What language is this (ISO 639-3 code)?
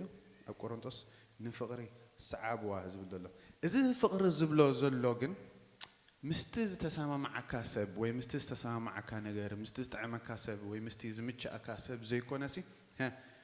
tir